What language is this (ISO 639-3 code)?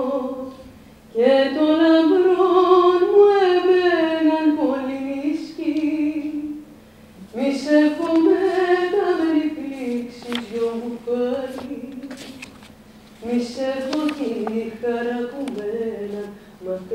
ell